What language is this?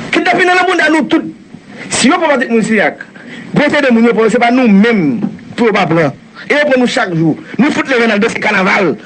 Haitian Creole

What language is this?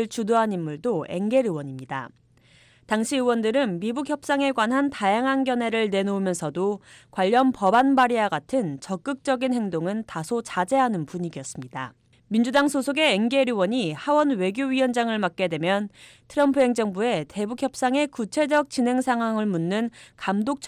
Korean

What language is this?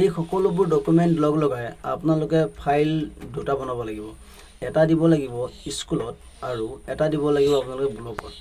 Assamese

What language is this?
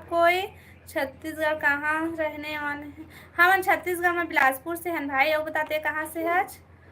Chhattisgarhi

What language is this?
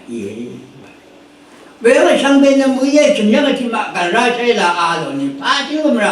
Rawang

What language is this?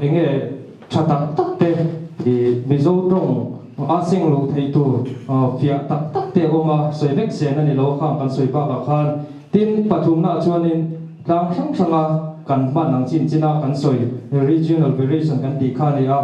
Mizo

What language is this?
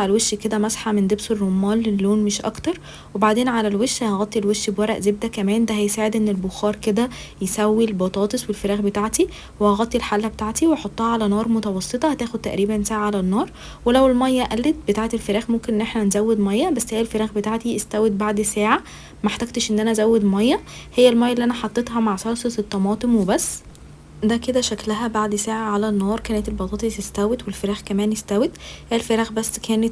Egyptian Arabic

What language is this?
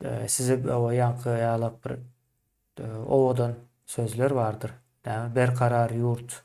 Turkmen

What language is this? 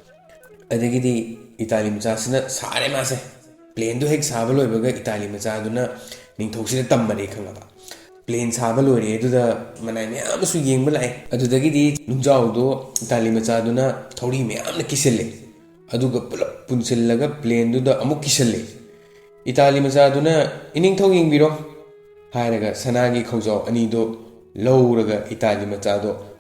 Manipuri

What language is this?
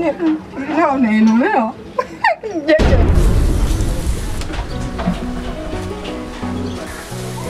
Swahili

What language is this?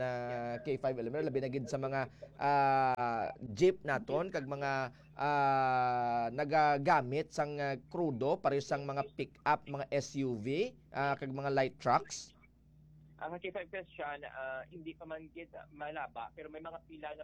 Hiligaynon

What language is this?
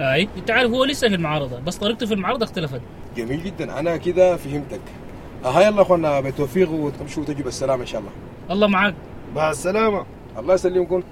Sudanese Arabic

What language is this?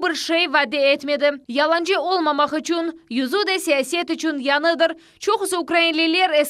Crimean Tatar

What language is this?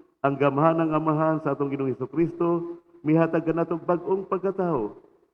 Cebuano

